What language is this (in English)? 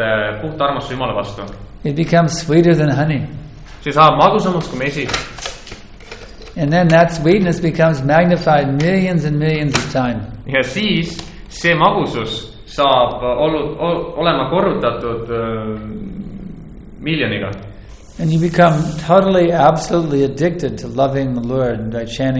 Estonian